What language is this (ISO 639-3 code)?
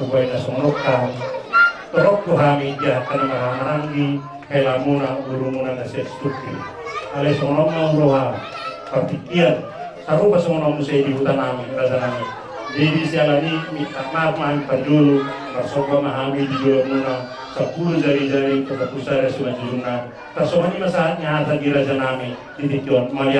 bbc